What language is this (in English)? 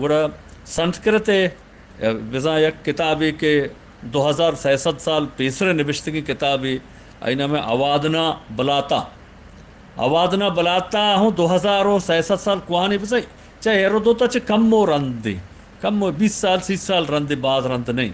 Eastern Balochi